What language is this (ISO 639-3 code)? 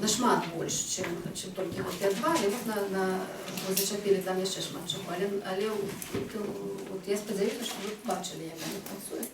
bel